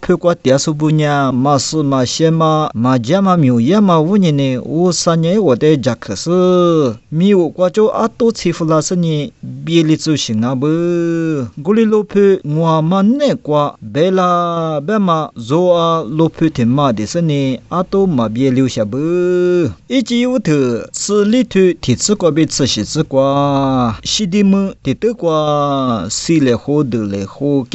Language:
Lisu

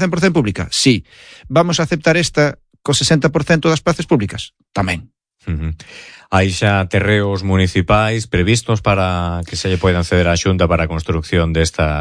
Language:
Galician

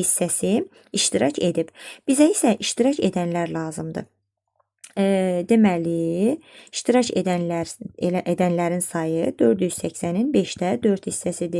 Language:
Azerbaijani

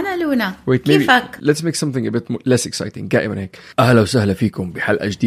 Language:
North Levantine Arabic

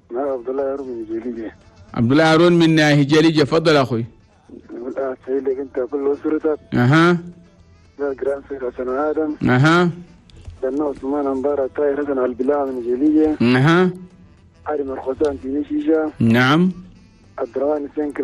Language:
Chadian Arabic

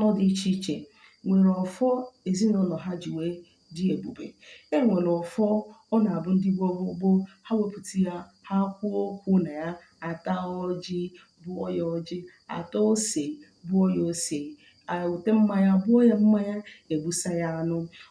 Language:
Igbo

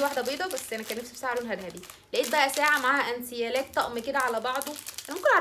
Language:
Egyptian Arabic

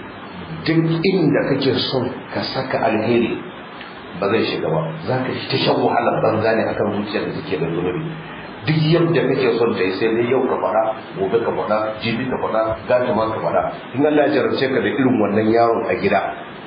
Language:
Hausa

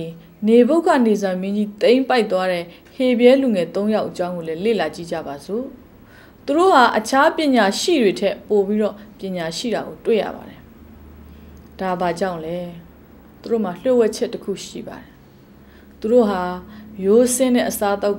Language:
Burmese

